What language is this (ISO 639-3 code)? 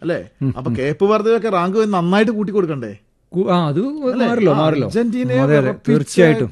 mal